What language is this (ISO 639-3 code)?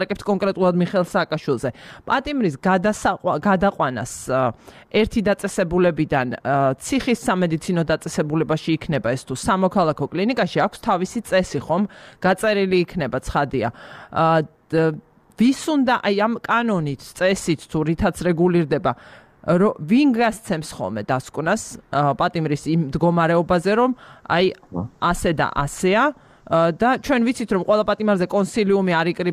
kat